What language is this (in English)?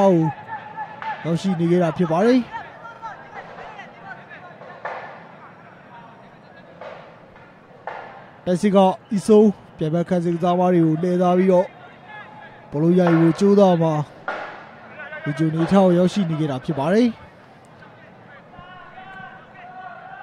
Burmese